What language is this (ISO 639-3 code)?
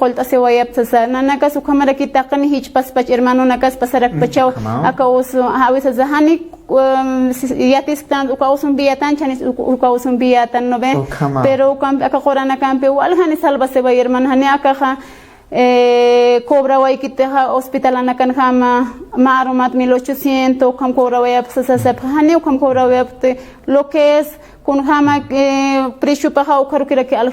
aym